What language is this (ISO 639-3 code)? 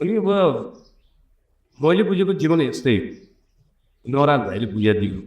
nep